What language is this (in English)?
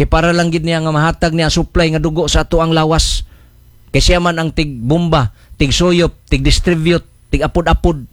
Cebuano